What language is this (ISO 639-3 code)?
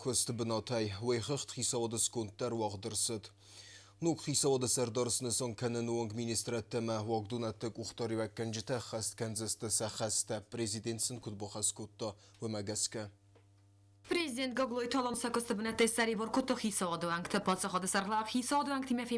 oss